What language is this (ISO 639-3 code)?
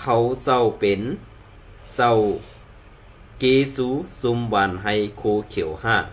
shn